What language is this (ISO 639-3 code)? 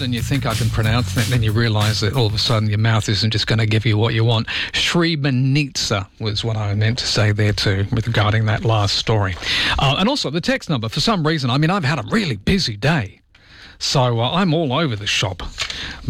eng